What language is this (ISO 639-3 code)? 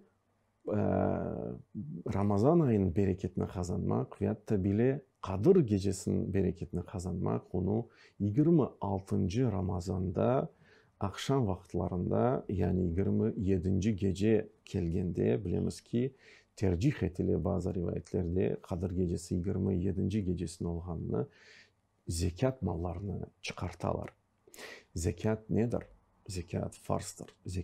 crh